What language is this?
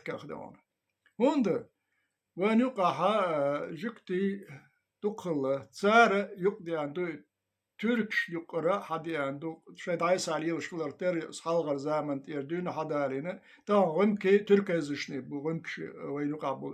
Chechen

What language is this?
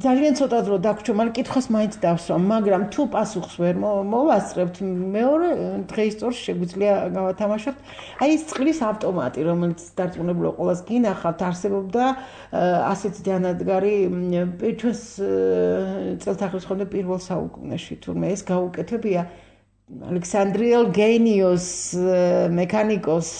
Georgian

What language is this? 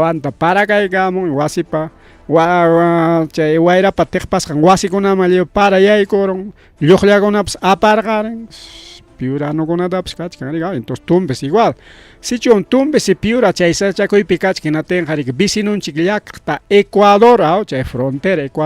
Ayacucho Quechua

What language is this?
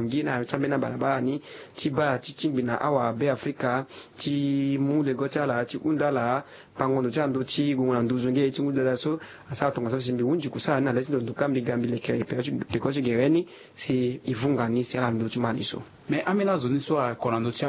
Sango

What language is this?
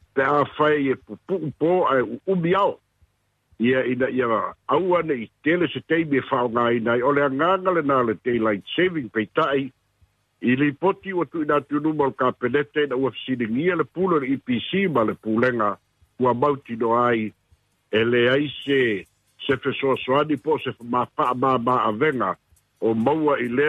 Samoan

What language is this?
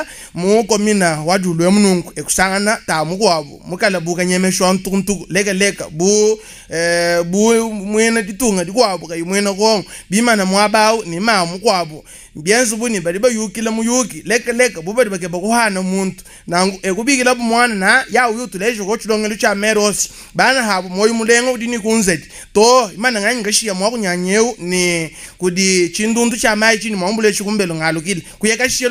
Luba-Lulua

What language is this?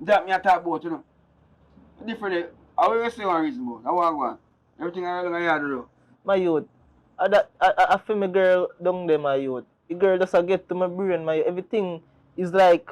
Jamaican Creole English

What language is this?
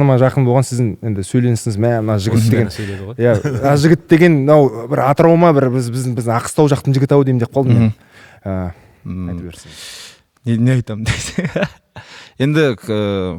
Kazakh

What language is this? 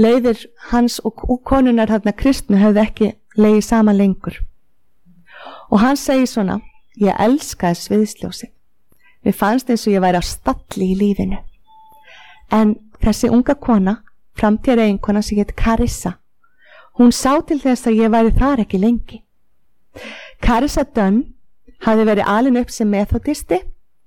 Icelandic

